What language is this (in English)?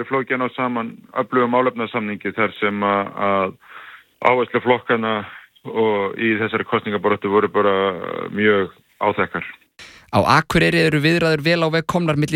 Icelandic